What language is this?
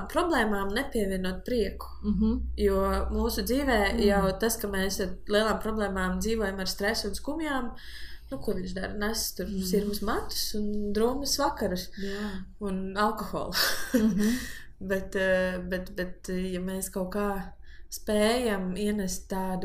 Latvian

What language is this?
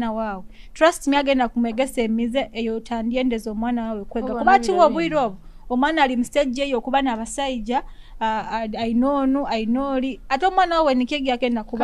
Nyoro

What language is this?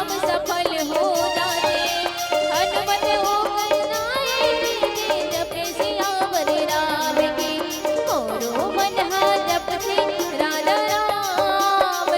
Chhattisgarhi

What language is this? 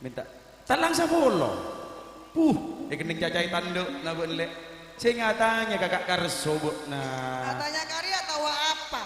Madurese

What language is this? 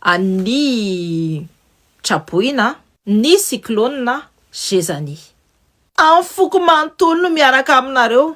Malagasy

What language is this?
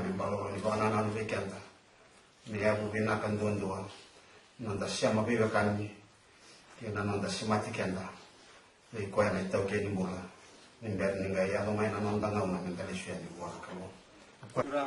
Fijian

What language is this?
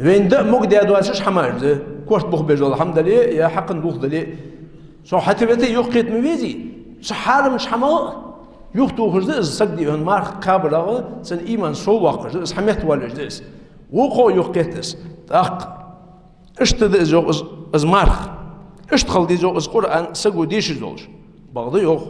Ingush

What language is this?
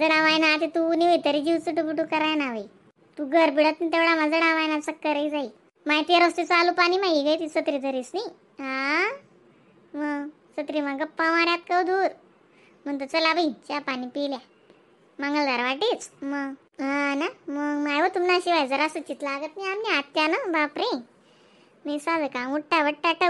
Khandesi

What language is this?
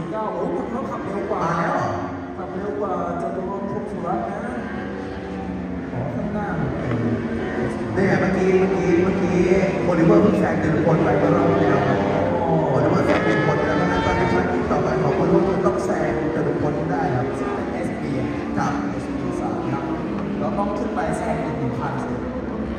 Thai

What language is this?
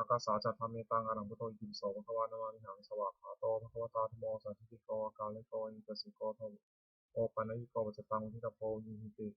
Pali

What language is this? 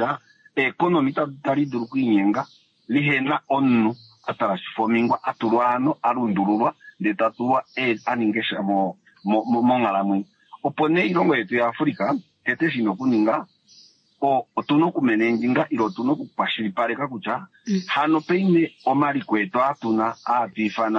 Kuanyama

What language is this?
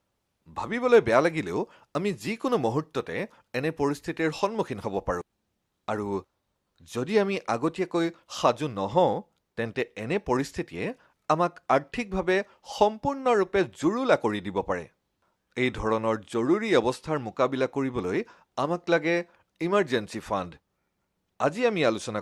Assamese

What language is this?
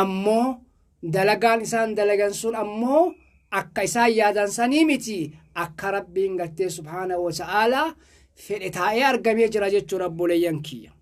Oromo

